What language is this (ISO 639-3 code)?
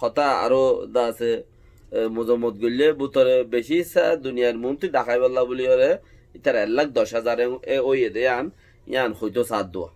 rhg